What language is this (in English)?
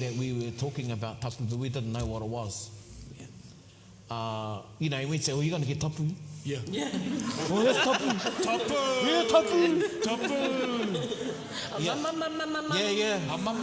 Māori